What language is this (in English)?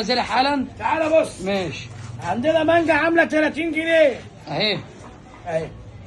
Egyptian Arabic